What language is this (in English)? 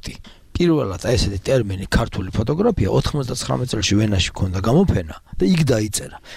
Georgian